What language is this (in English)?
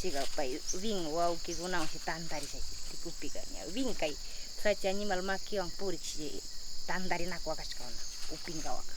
Northern Pastaza Quichua